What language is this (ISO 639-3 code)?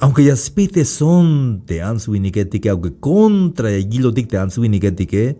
tzh